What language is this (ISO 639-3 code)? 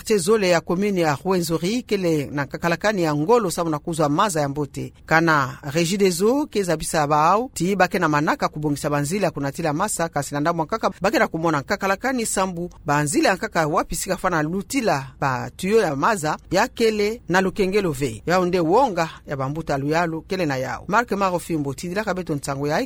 ktu